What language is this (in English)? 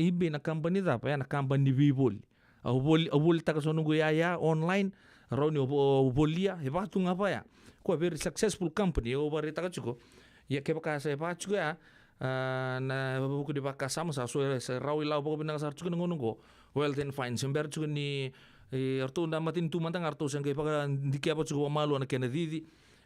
Fijian